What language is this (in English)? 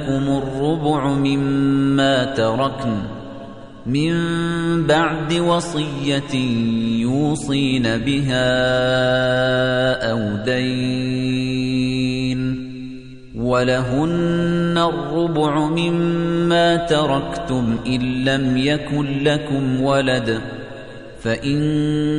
Arabic